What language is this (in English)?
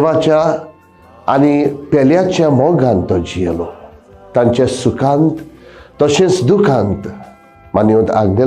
Konkani